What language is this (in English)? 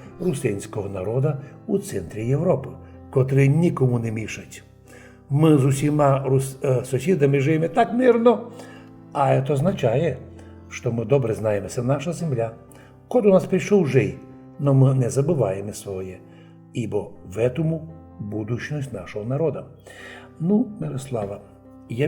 Rusyn